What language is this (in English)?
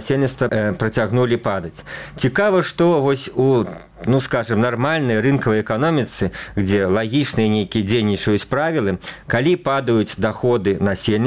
Belarusian